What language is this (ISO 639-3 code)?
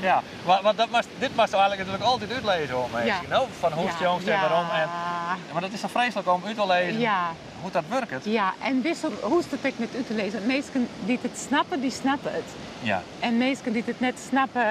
fry